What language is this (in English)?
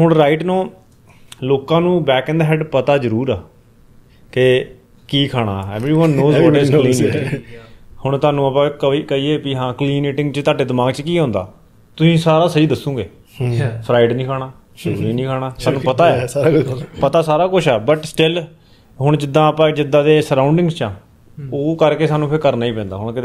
Punjabi